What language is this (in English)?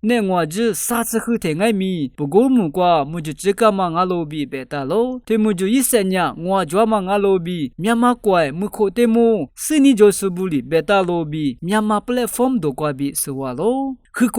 Lisu